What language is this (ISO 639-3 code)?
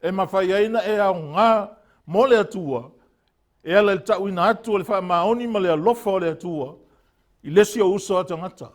smo